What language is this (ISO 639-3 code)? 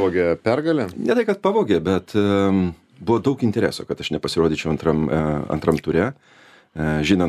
lit